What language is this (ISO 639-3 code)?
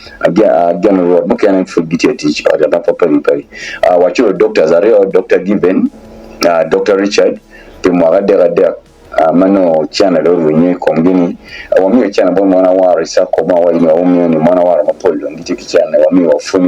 ach